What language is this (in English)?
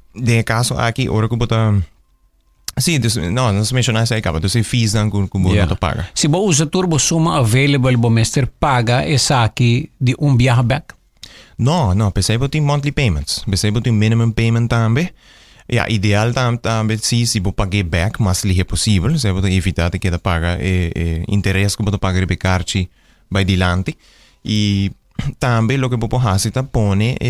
Papiamento